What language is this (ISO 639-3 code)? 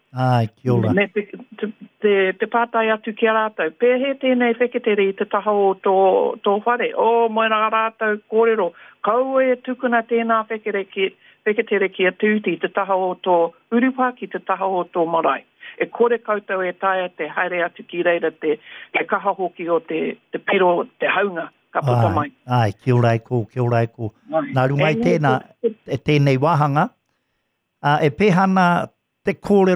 mri